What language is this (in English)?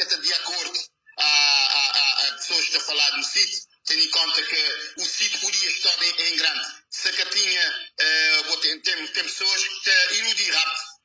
Kabuverdianu